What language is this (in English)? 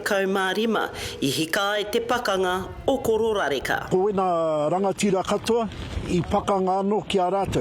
Māori